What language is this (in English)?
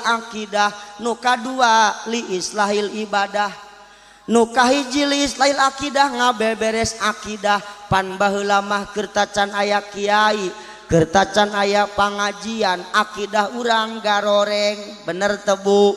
Sundanese